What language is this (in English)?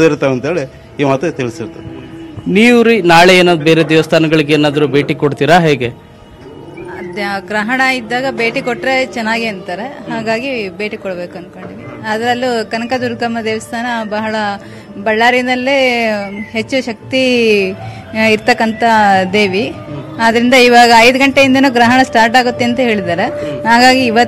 Kannada